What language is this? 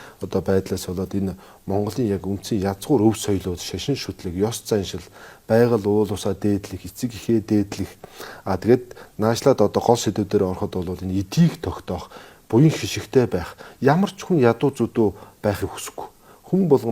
Mongolian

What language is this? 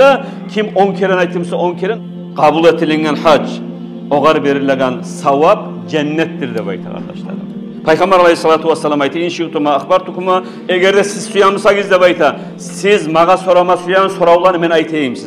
Kumyk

